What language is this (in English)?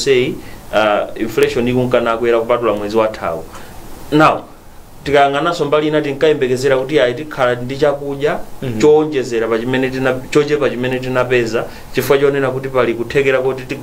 Nyanja